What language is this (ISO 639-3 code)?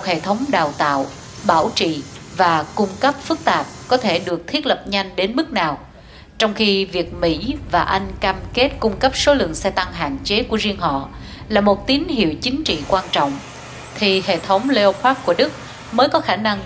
vie